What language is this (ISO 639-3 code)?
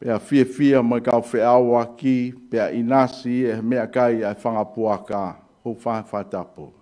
ton